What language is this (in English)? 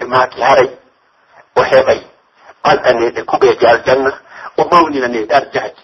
Pular